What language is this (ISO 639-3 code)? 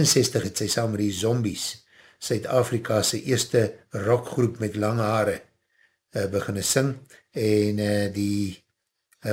afr